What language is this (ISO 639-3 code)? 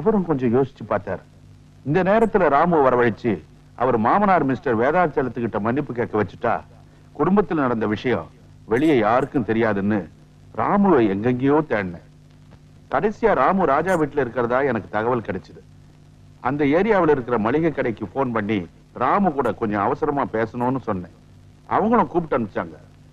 tam